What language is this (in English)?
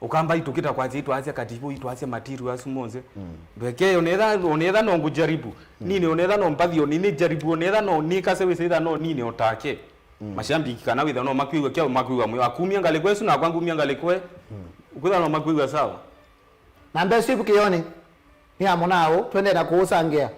Kamba